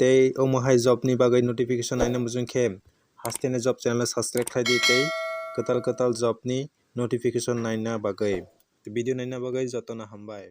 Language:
Kok Borok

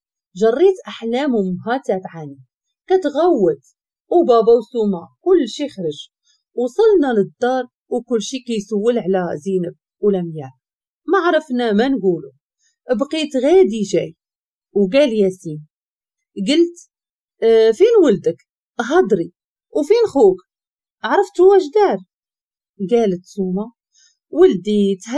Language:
Moroccan Arabic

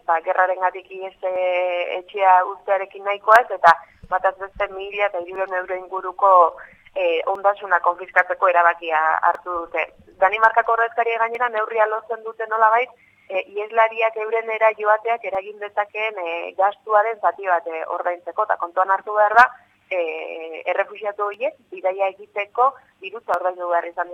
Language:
Basque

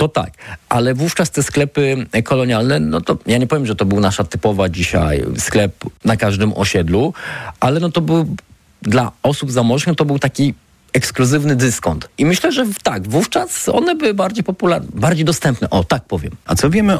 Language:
Polish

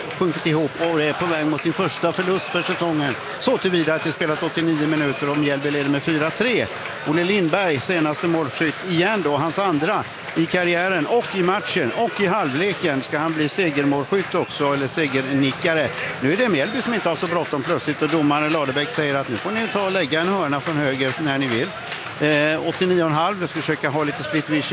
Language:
Swedish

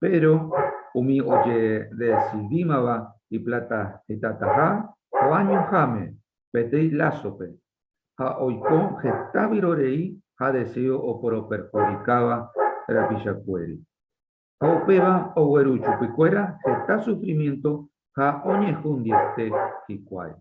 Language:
Guarani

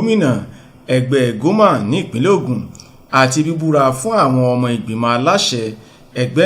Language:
Yoruba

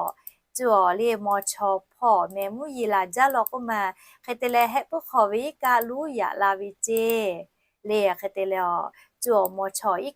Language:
Lahu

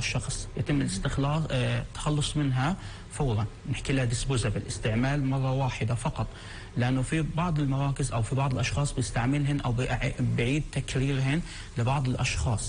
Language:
North Levantine Arabic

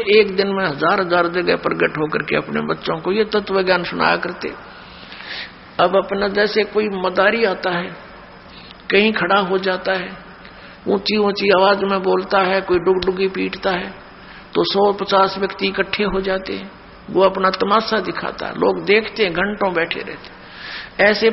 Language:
Hindi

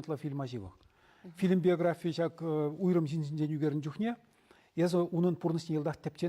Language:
Chuvash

